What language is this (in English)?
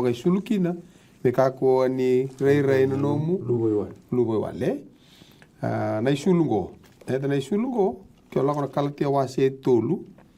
Fijian